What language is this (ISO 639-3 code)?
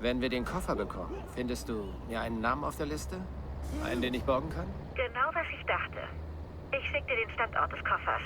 bar